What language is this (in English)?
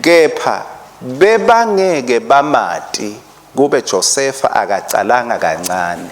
Swati